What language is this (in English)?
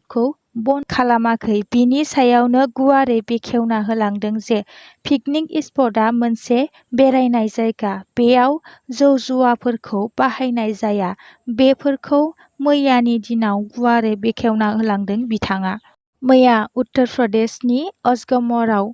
Bodo